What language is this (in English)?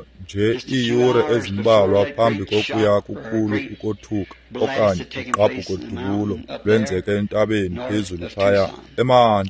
Xhosa